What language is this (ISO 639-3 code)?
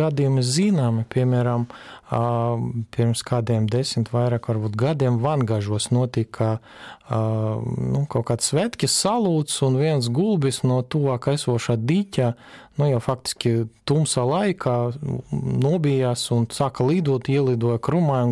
lav